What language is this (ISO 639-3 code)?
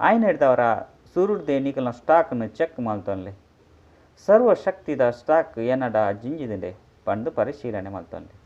tcy